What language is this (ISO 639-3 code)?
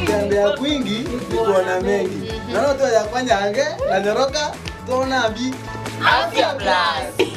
mer